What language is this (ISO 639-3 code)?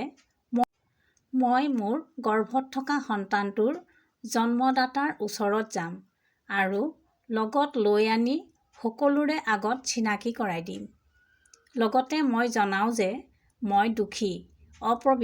asm